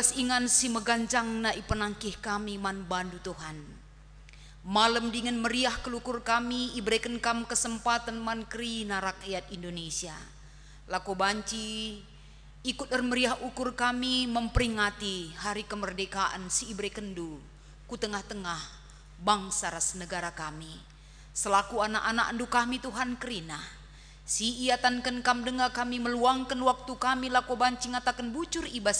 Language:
Batak Karo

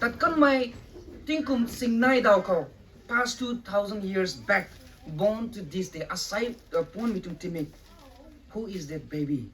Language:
Rongmei Naga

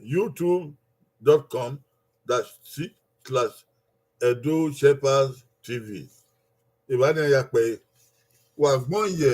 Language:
Bini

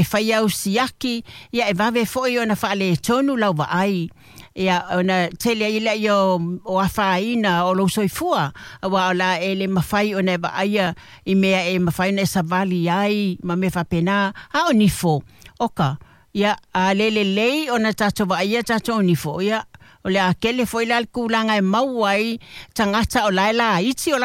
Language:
Samoan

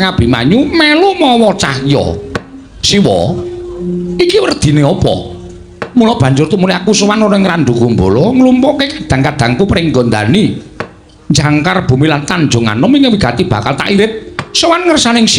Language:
Javanese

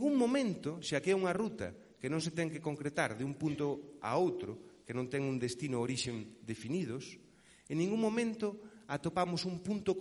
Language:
Galician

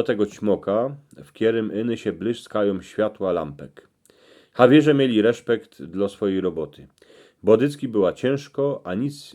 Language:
Silesian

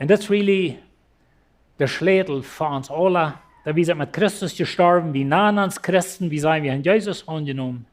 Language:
Plautdietsch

